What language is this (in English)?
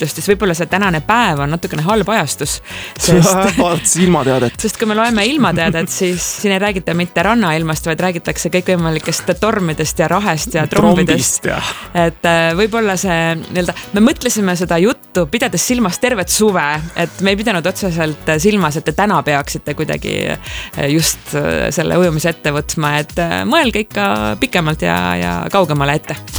Estonian